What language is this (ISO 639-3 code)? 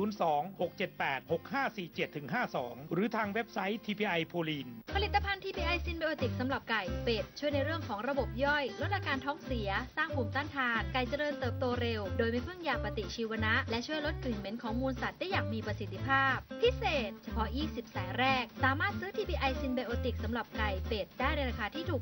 tha